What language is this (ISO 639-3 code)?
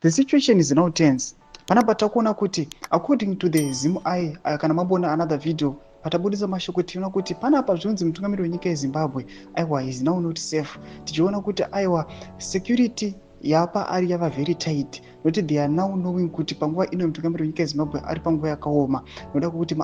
sna